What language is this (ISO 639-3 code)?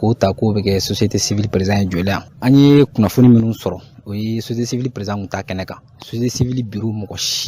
bam